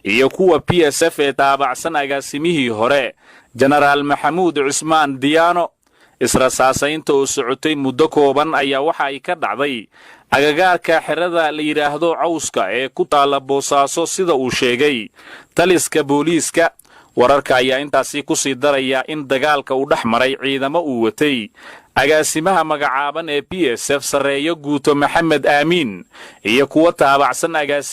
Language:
Somali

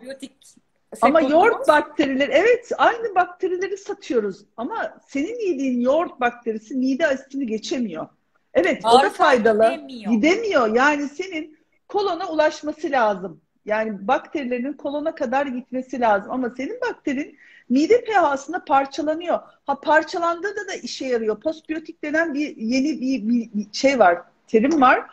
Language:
Turkish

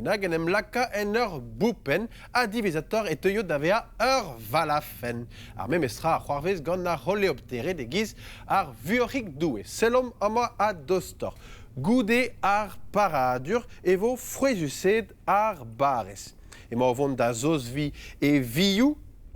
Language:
Breton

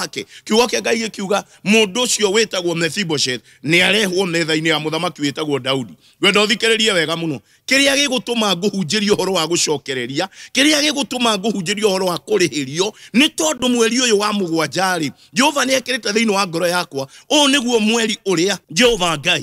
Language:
Kikuyu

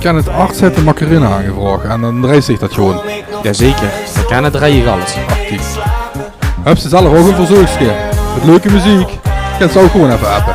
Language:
Limburgish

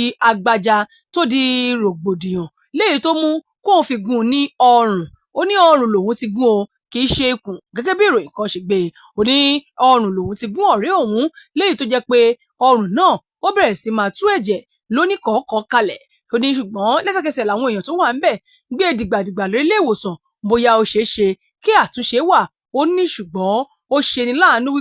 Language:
Yoruba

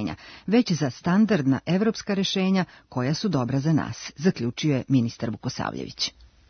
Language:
Serbian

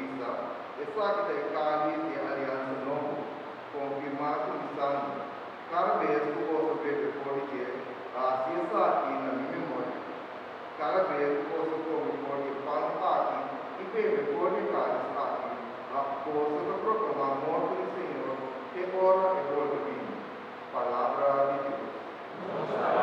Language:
Papiamento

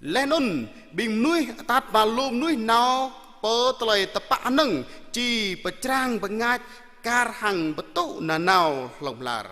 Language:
Jarai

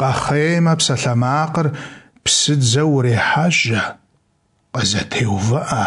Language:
Kabardian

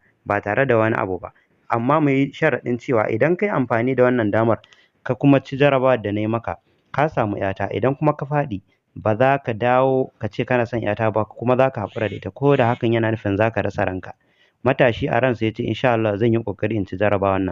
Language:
Hausa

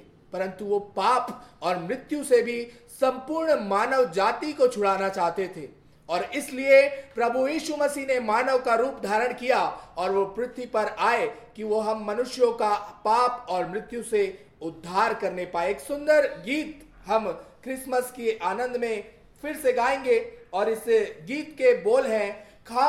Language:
Hindi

